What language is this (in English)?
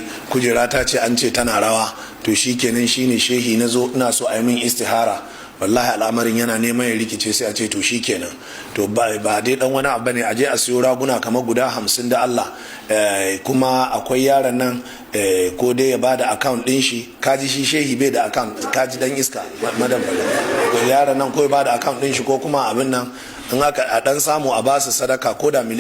Hausa